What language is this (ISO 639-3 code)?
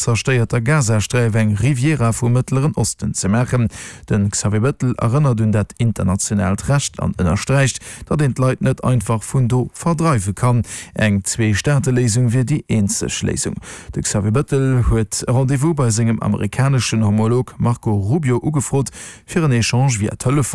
ltz